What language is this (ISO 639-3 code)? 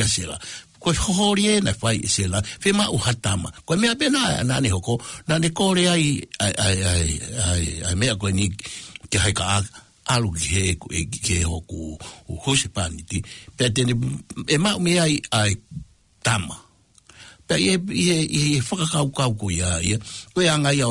ton